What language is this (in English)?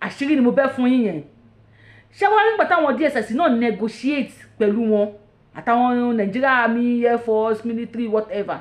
Yoruba